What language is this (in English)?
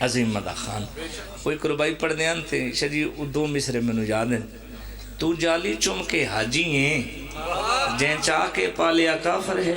Pahari-Potwari